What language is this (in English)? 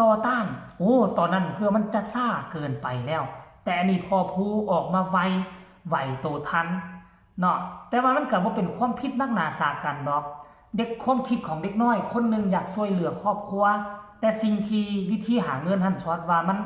Northeastern Thai